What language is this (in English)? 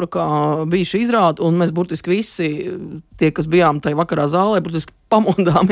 Latvian